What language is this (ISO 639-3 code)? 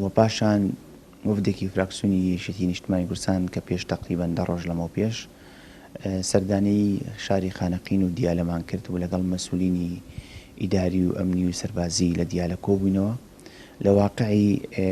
ckb